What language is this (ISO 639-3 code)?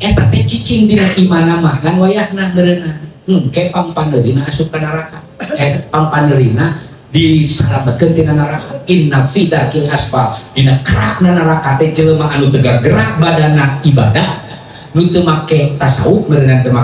sun